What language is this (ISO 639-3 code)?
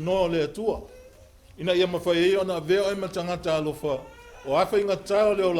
smo